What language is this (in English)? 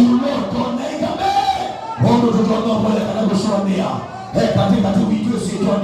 Kamba